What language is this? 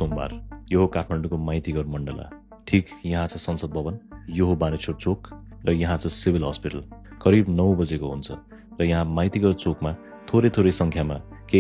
Nepali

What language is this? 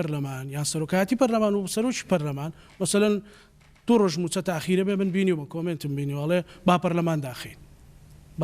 Central Kurdish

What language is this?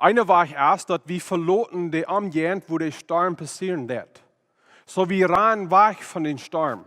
Plautdietsch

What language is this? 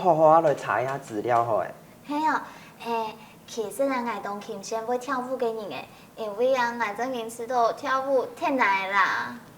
Hakka Chinese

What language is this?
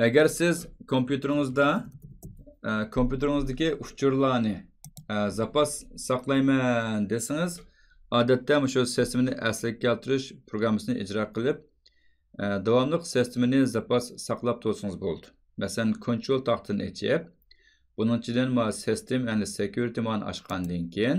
Uyghur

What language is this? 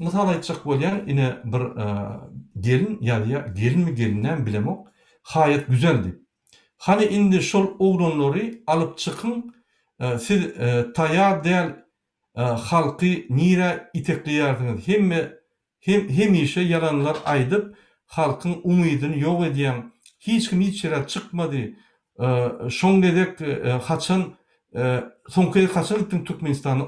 Turkmen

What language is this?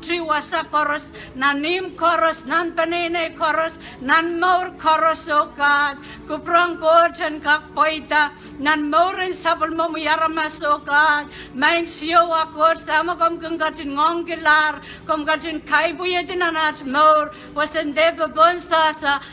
Pohnpeian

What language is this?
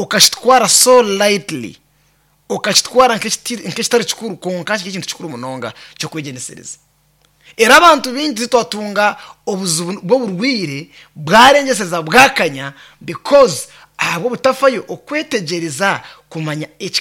Nyankole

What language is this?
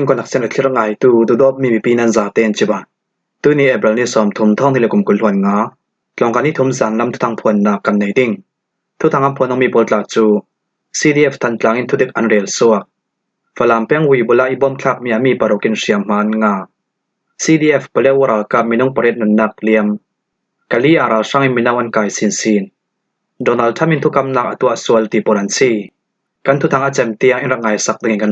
Falam Chin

